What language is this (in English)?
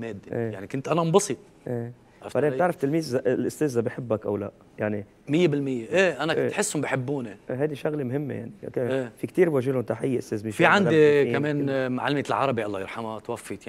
North Levantine Arabic